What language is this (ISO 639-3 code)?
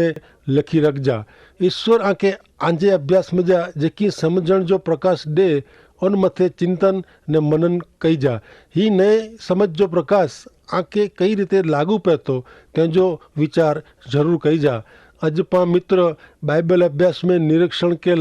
kfr